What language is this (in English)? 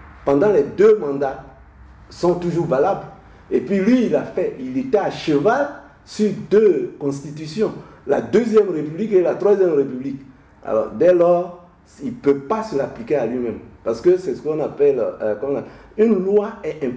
French